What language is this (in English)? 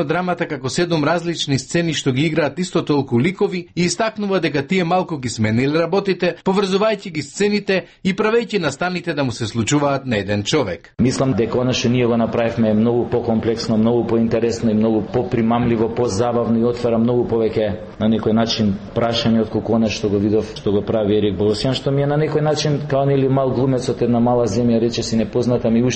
Macedonian